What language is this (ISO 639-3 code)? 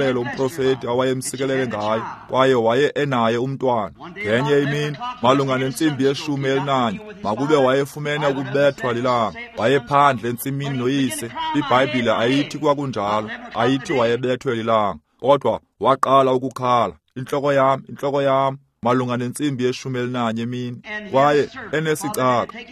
xho